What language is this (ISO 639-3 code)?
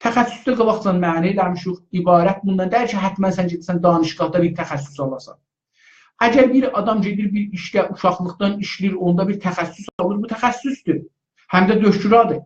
azb